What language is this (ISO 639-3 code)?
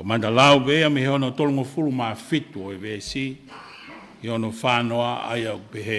ton